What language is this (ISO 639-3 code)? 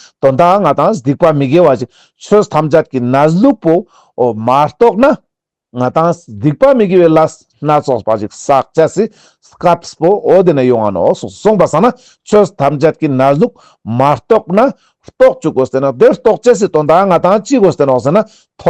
lbj